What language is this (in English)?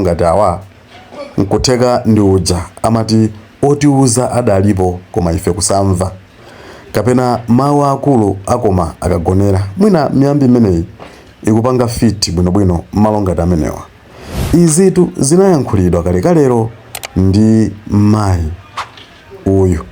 Nyanja